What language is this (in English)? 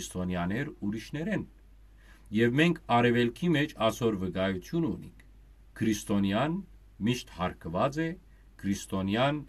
Western Armenian